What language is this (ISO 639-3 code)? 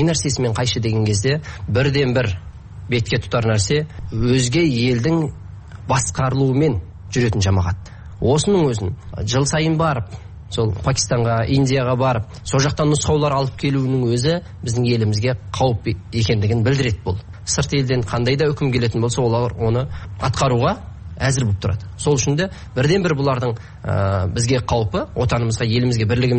kir